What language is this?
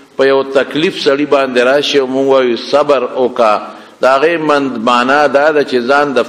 Pashto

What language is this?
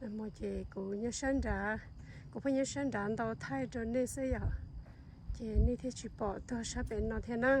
Hmong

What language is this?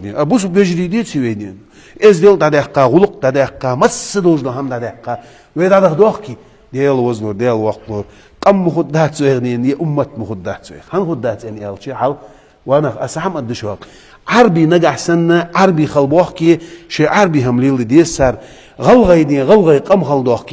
Chechen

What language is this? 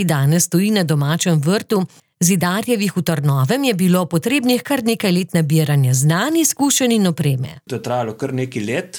Slovenian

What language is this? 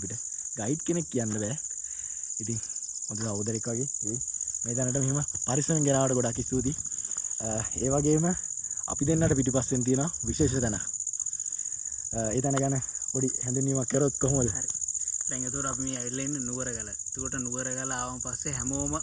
Sinhala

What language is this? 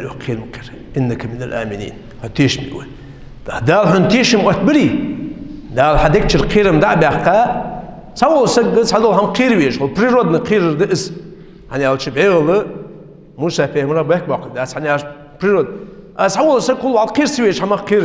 Ingush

